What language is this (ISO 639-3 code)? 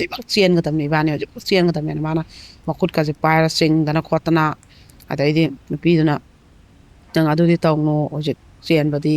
mni